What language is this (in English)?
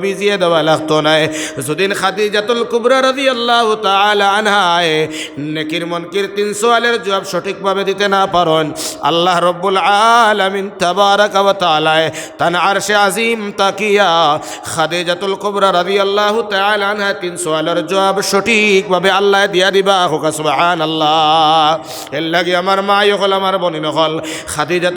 Sylheti